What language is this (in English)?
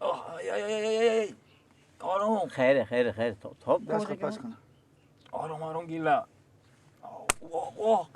Persian